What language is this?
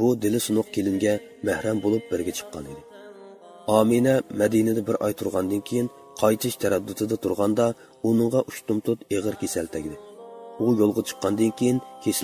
Uyghur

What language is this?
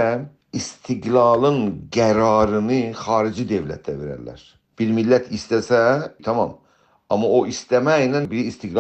South Azerbaijani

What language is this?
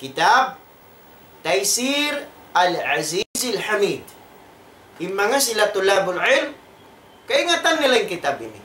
Tausug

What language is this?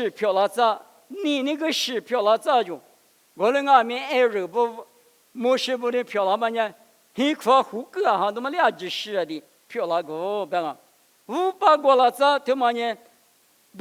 Lisu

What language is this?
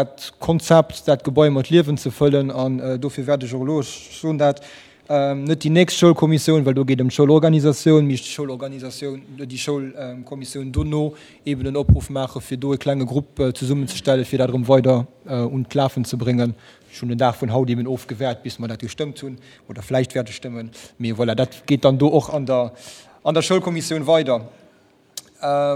Luxembourgish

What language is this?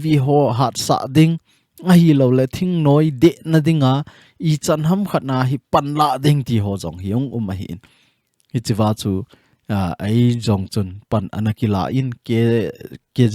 Thado Chin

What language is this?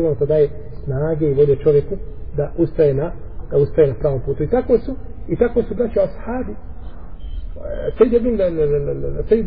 Bosnian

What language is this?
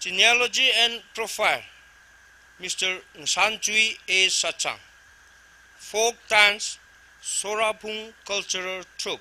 Tangkhul Naga (India)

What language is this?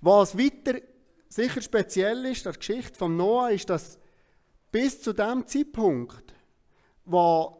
Swiss German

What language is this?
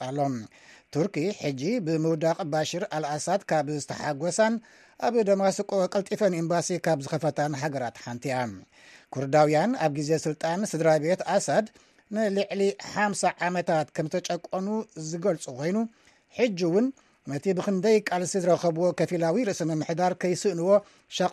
Tigrinya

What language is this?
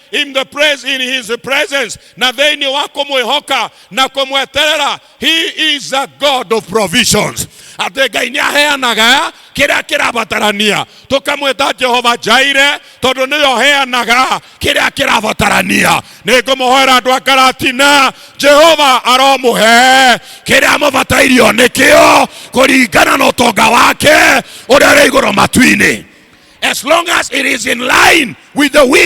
Kikuyu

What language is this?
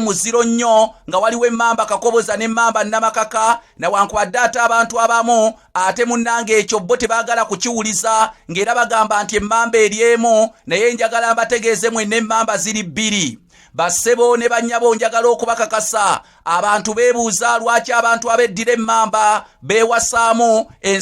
Ganda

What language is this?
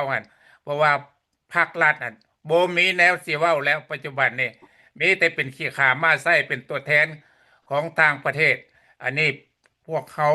Lao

